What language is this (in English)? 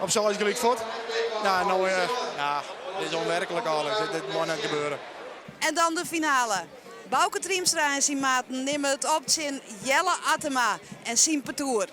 Western Frisian